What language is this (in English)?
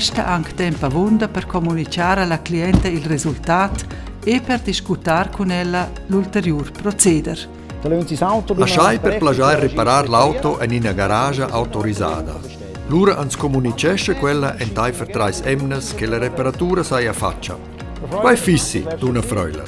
Romansh